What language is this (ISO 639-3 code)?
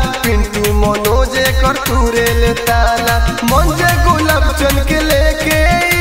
bho